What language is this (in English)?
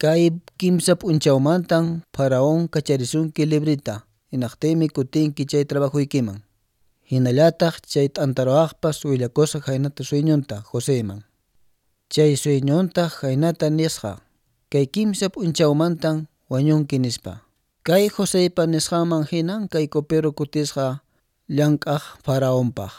Quechua